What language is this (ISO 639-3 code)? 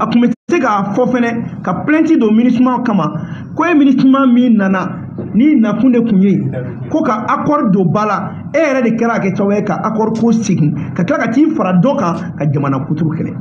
bam